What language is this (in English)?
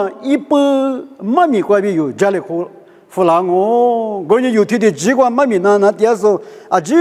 Lisu